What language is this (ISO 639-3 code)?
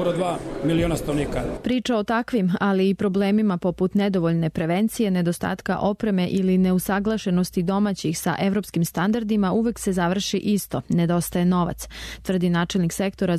srp